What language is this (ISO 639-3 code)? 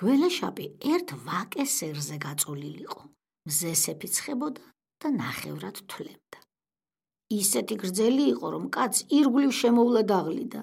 kat